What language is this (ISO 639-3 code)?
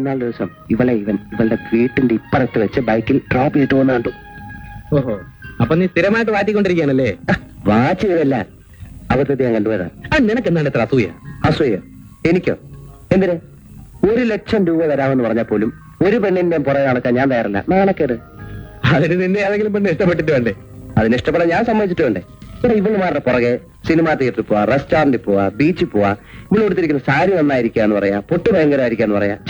mal